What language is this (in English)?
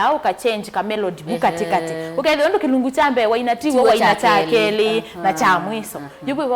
Kamba